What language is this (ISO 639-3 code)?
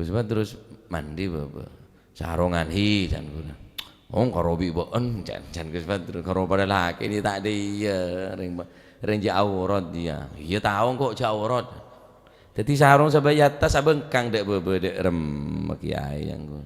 mad